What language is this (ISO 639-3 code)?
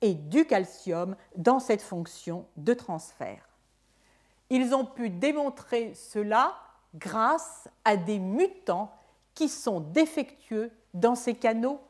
fra